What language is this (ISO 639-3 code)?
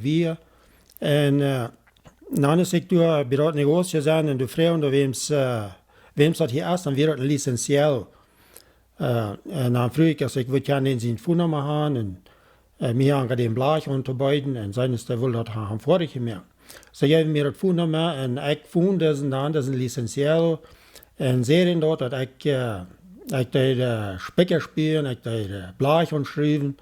pdt